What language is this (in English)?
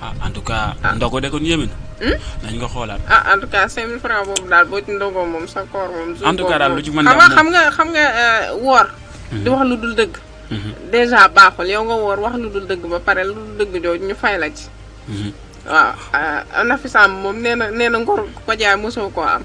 Wolof